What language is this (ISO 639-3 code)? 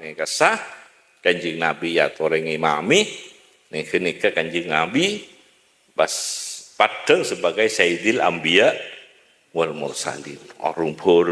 mad